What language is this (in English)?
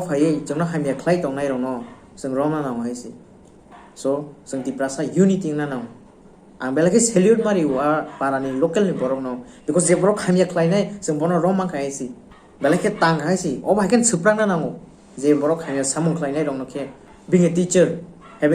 Kok Borok